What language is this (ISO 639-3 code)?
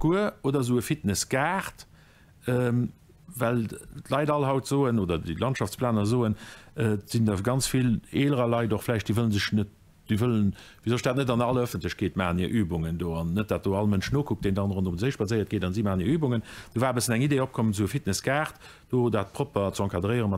ltz